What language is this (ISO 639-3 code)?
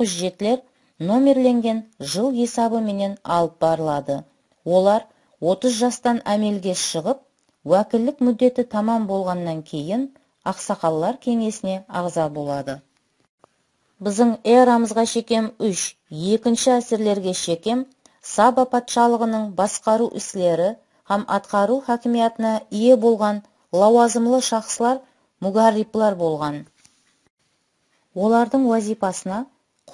kaa